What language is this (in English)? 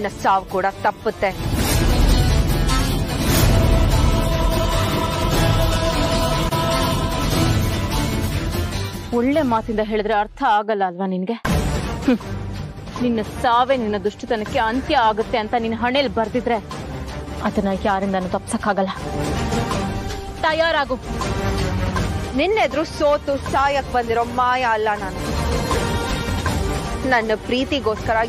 Kannada